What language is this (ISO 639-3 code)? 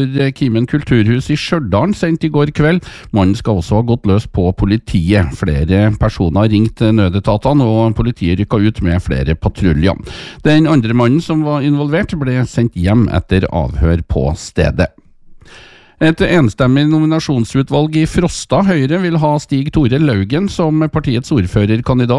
nor